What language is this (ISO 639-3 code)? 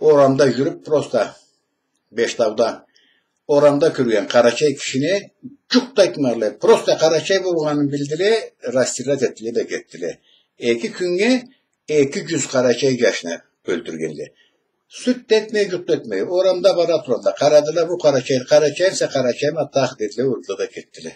krc